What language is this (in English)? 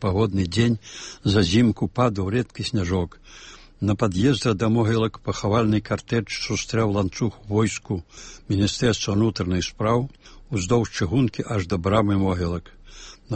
Belarusian